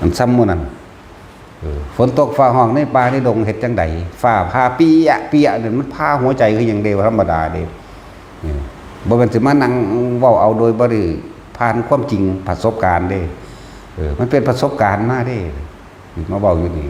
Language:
Northeastern Thai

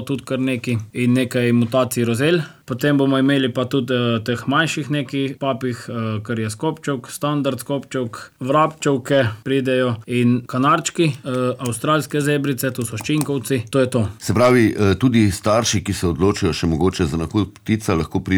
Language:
Slovenian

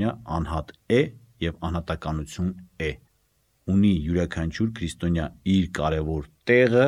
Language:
Armenian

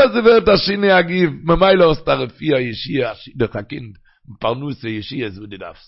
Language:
Yiddish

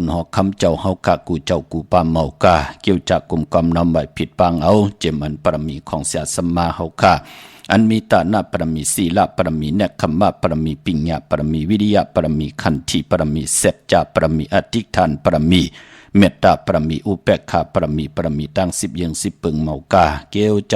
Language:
Shan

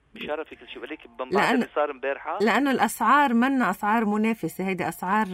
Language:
North Levantine Arabic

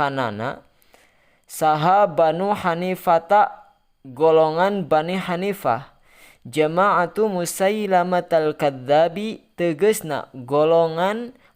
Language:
Sundanese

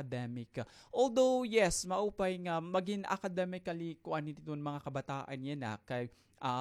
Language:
Waray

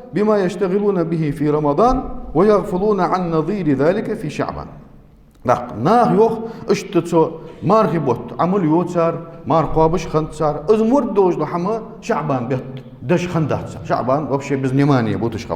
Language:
Ingush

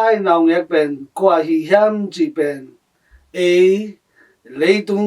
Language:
Tedim Chin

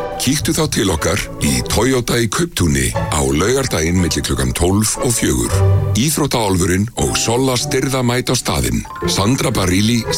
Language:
Icelandic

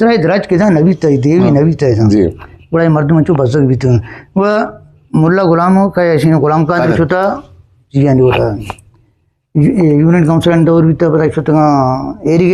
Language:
Eastern Balochi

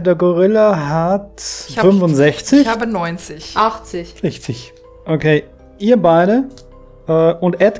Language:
German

